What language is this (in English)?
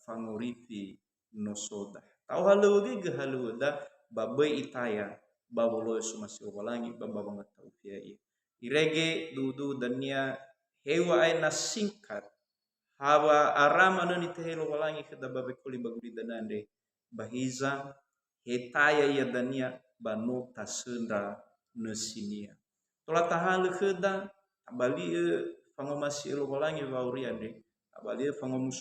Nias